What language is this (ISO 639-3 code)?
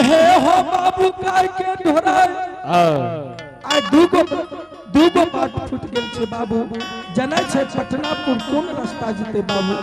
anp